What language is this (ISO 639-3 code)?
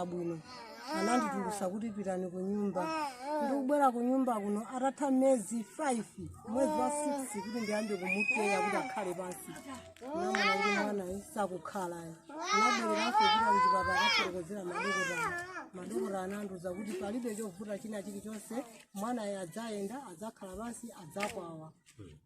nya